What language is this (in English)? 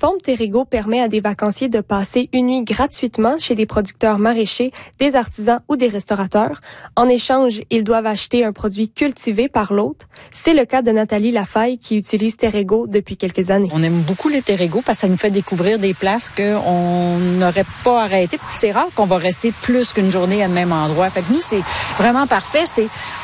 French